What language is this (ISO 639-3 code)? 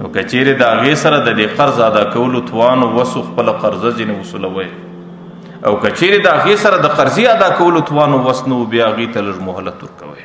pus